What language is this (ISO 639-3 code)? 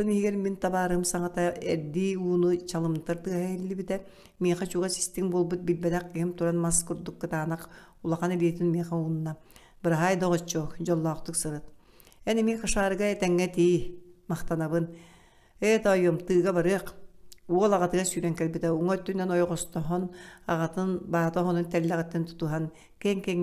sah